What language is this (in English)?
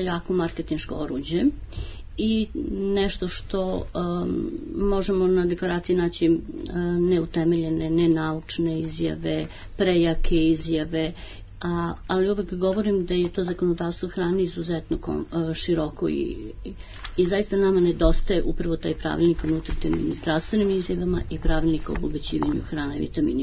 Serbian